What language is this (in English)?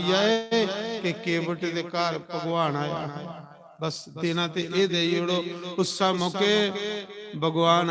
Dogri